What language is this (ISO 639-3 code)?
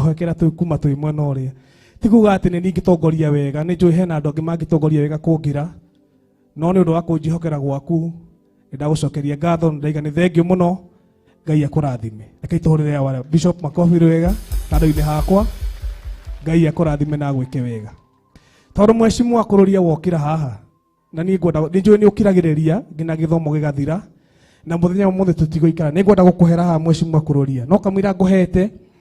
kik